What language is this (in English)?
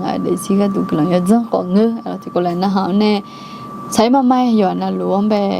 Akha